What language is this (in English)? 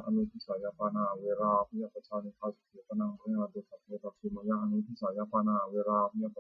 Pali